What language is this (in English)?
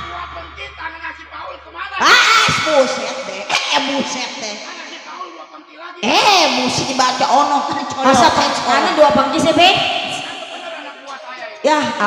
Betawi